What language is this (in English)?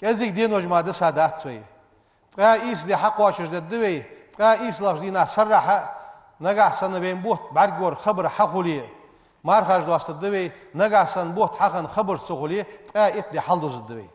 Ingush